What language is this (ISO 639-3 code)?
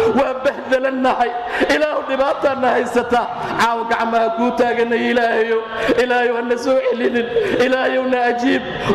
som